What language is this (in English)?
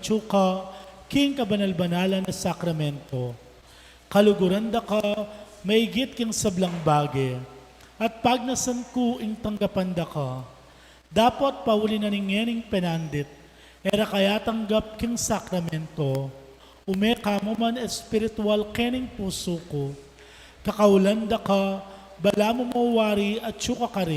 Pampanga